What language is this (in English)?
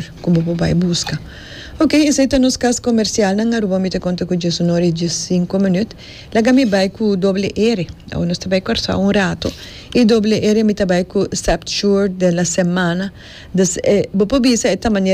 Papiamento